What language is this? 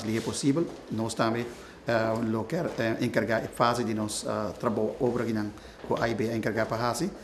Papiamento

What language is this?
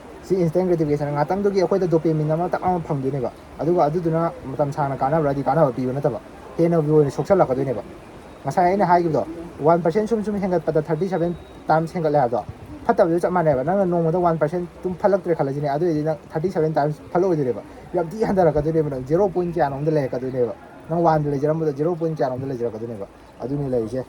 Manipuri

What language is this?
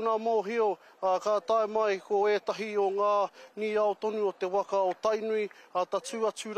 Māori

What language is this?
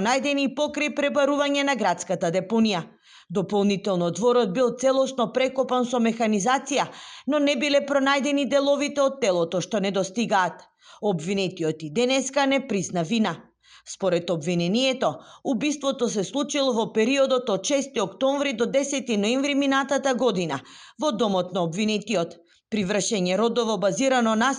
Macedonian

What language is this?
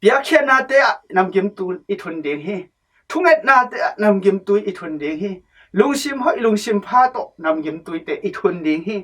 Tedim Chin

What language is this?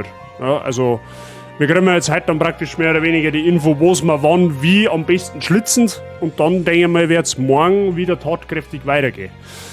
Bavarian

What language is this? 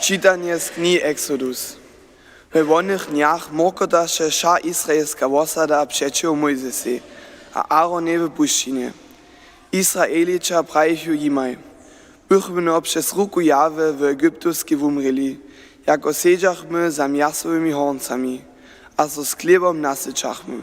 Upper Sorbian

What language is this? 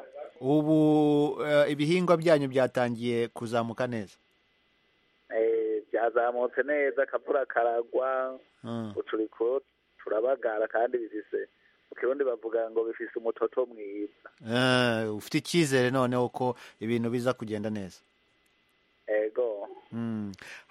Kinyarwanda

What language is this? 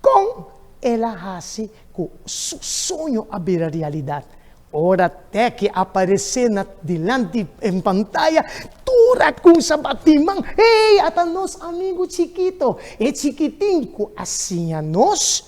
Papiamento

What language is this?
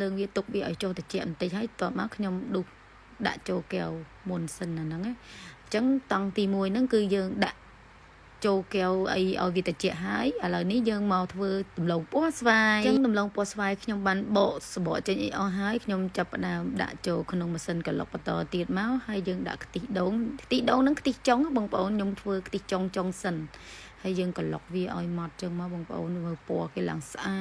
Khmer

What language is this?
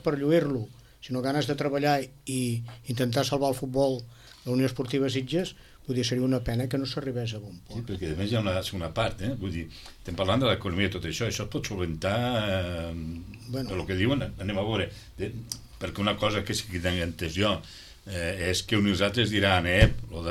Catalan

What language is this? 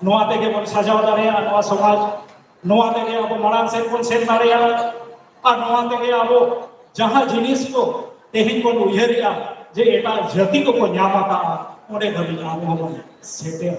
Santali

